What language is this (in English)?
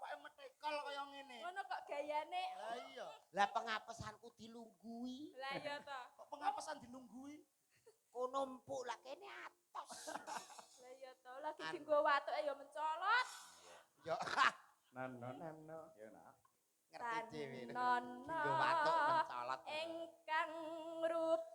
Javanese